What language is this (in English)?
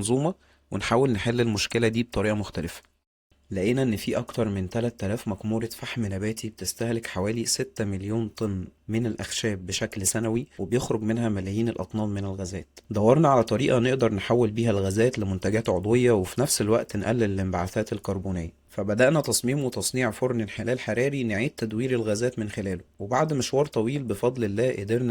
Egyptian Arabic